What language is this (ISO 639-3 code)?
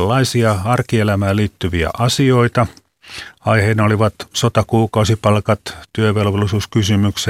fin